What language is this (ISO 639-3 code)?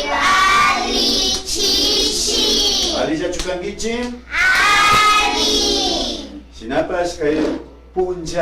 qvi